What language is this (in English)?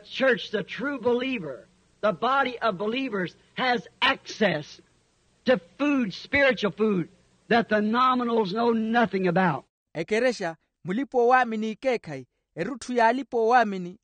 Makhuwa